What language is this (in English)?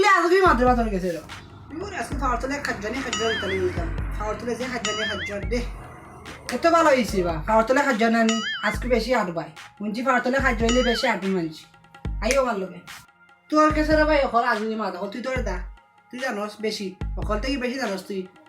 Sylheti